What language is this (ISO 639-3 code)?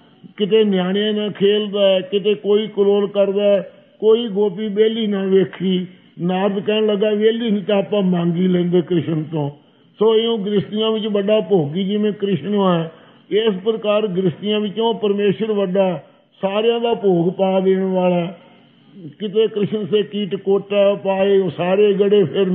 pan